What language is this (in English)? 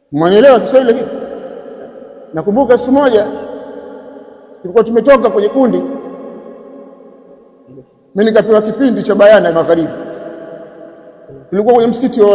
Swahili